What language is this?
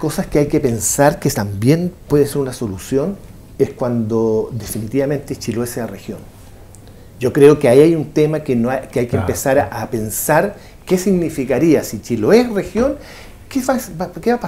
Spanish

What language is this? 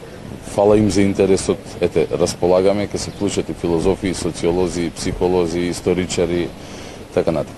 Macedonian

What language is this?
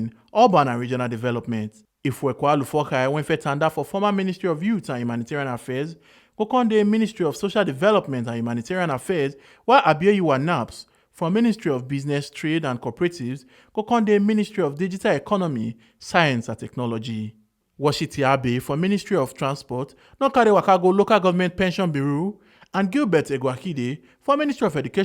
Nigerian Pidgin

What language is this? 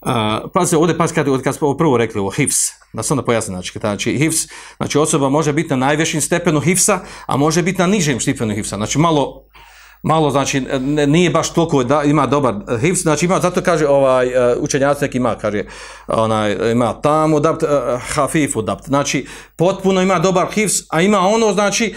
Bosnian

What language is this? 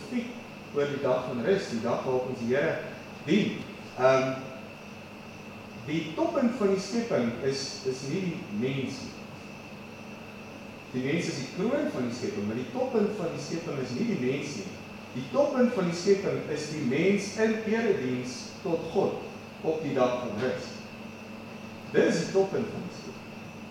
Afrikaans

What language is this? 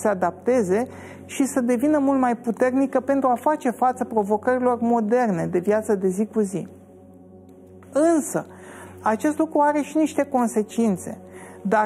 Romanian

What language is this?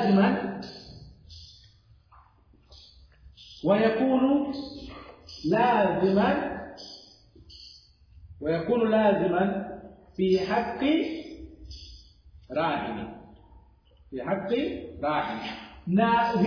Swahili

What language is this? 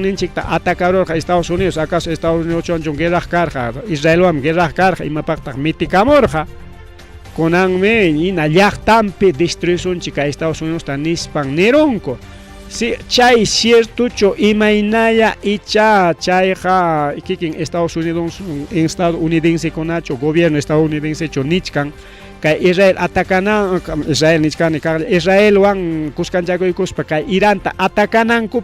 Ayacucho Quechua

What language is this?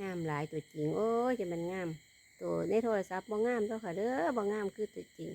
Northeastern Thai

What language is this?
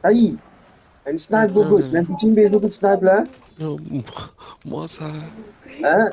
Morisyen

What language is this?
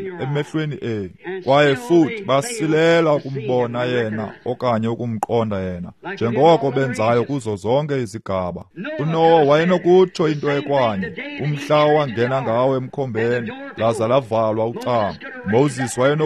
Xhosa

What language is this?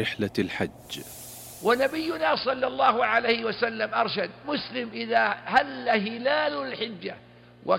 Arabic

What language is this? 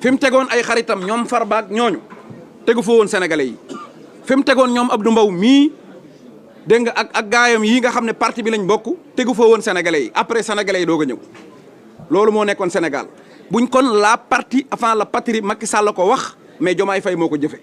Wolof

